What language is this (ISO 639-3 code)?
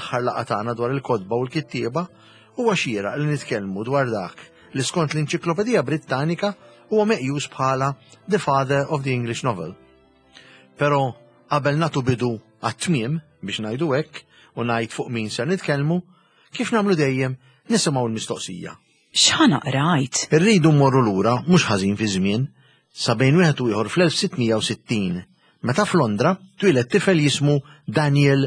mlt